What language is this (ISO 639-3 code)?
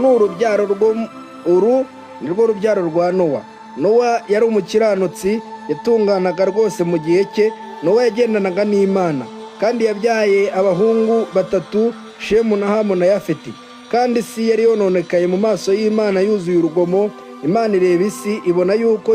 kin